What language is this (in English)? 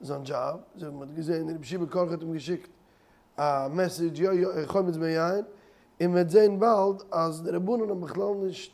Yiddish